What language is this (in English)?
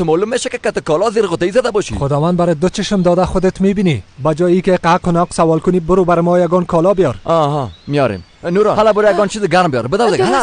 Tajik